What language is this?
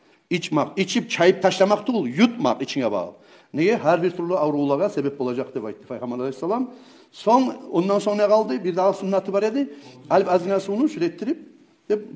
Kumyk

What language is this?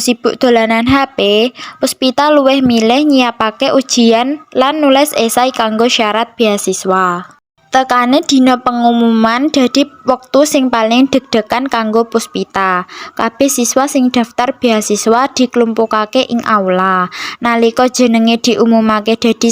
Javanese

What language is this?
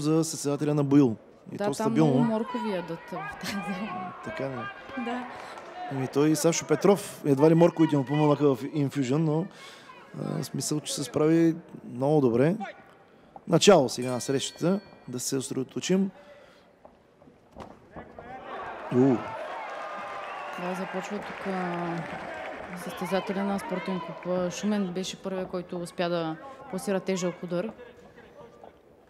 Bulgarian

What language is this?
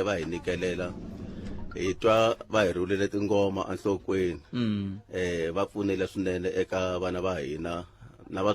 Tsonga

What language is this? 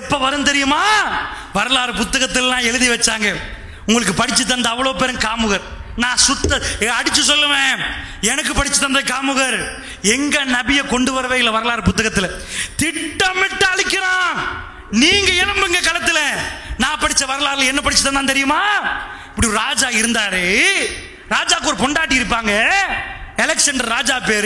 Tamil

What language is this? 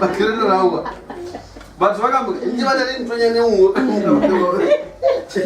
Northern Sotho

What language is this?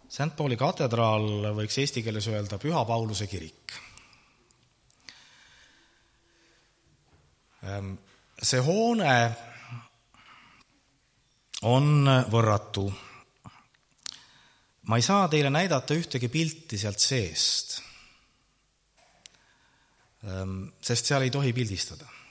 Estonian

